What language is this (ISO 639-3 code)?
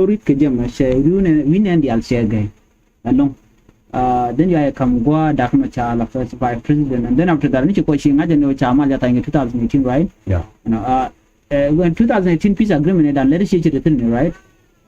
nus